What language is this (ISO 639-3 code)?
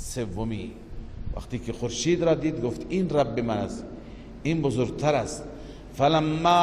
fas